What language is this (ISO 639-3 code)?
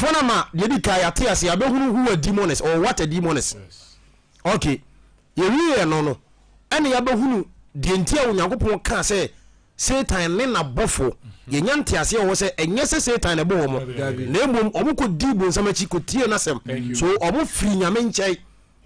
aka